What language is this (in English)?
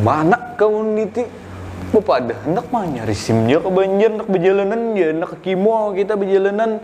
Banjar